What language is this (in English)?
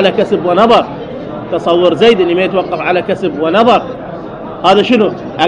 Mesopotamian Arabic